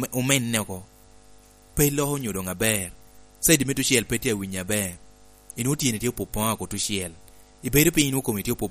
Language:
Lango (Uganda)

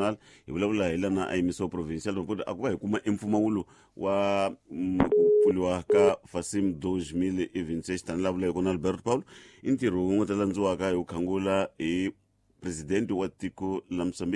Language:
Tsonga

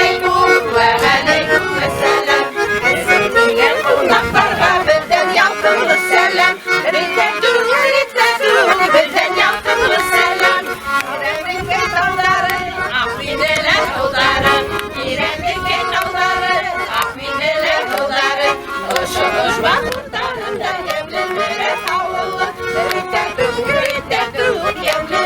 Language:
Bashkir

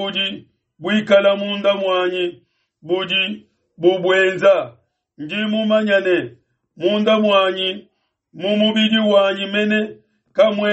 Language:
Luba-Lulua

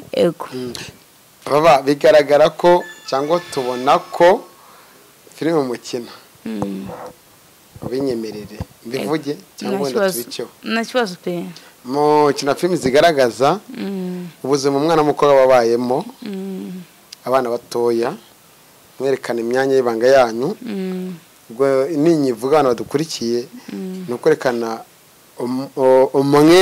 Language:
Kinyarwanda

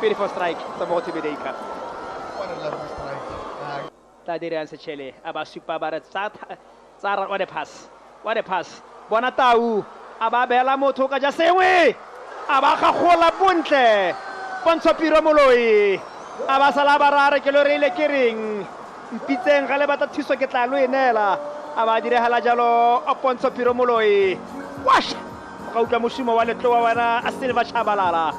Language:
Tswana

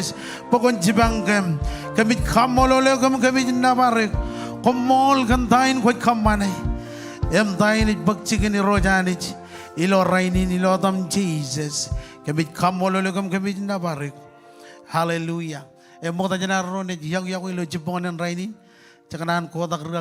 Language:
Marshallese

